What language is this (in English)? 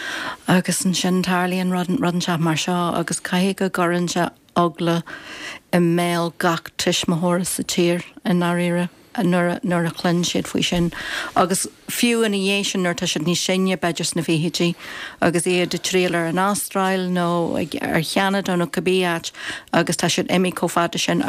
Irish